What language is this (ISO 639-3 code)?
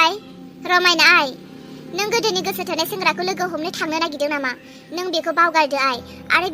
brx